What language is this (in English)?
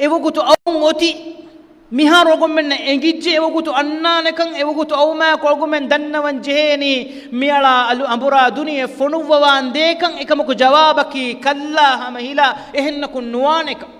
Divehi